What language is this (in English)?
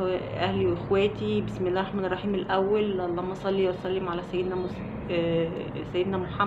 Egyptian Arabic